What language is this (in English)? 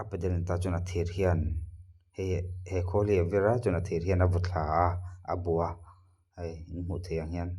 Mizo